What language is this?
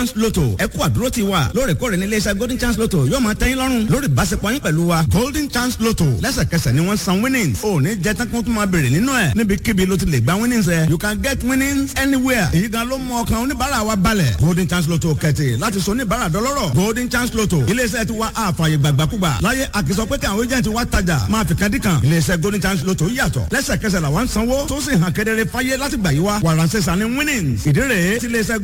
Yoruba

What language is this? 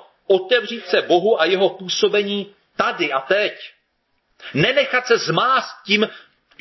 Czech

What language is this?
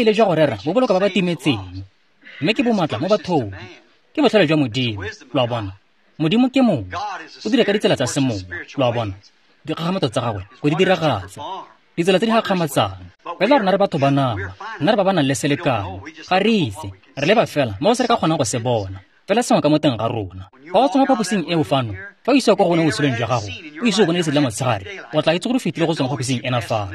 Tswana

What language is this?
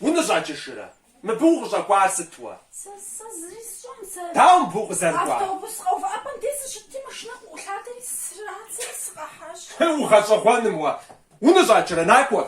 Kabardian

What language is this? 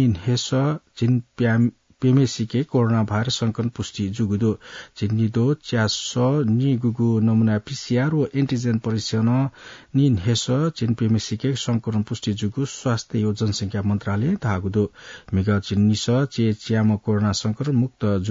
Newari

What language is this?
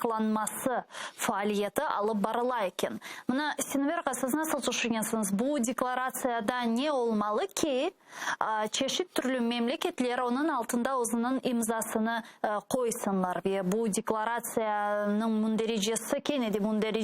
Crimean Tatar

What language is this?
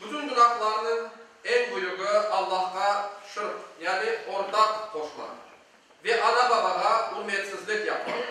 Crimean Tatar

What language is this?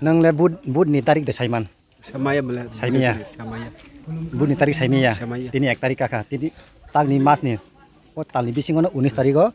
Kok Borok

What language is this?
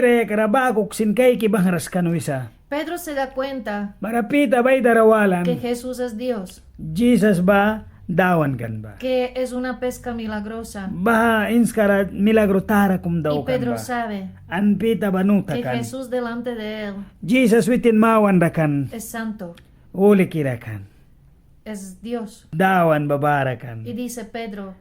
Mískito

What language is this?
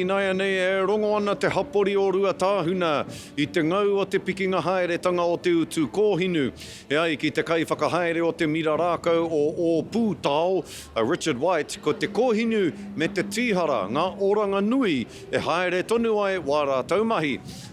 Māori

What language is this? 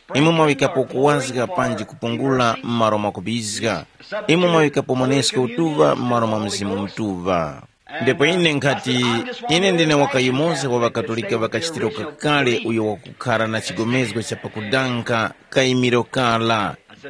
Tumbuka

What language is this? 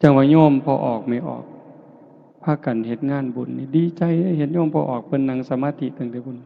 Northeastern Thai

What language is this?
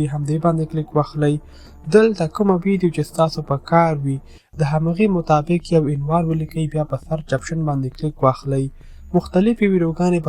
Pashto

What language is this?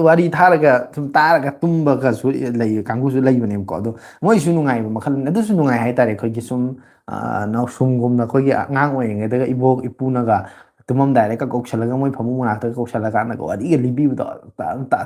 Manipuri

